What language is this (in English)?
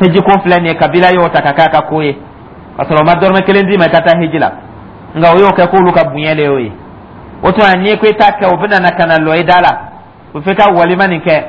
Dyula